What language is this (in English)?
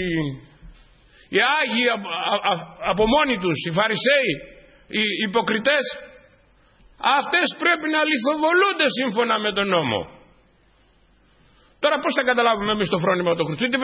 Greek